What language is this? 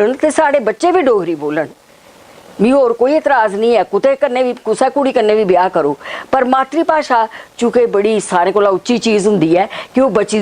Dogri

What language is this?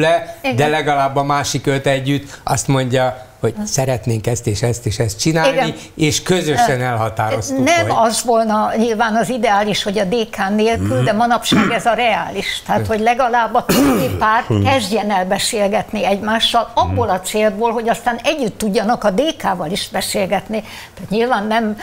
Hungarian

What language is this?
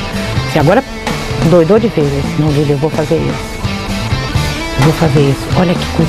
Portuguese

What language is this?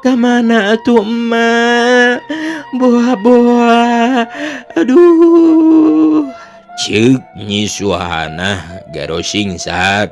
Sundanese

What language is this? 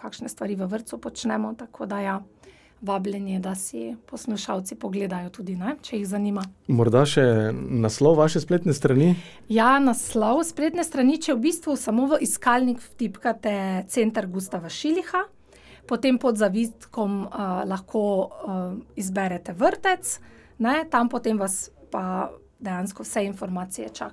Slovenian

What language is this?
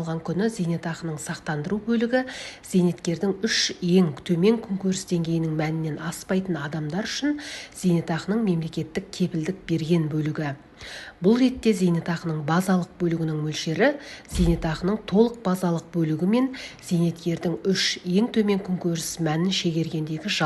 Kazakh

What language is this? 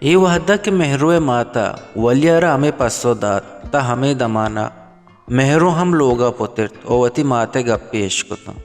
Baluchi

